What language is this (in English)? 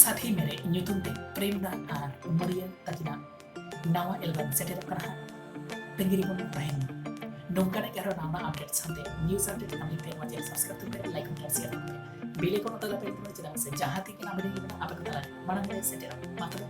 Santali